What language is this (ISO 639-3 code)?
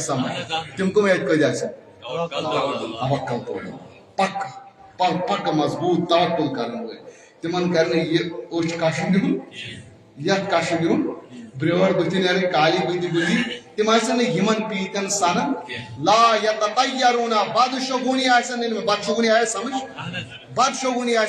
kas